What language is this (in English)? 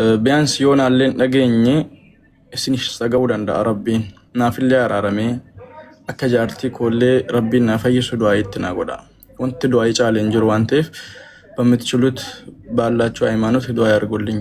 Oromo